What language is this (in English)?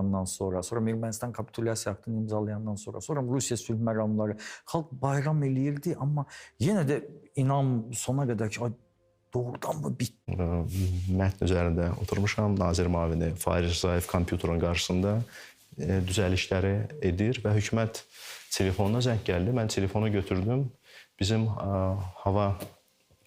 Azerbaijani